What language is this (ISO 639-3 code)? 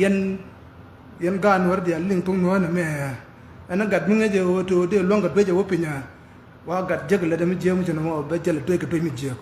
nus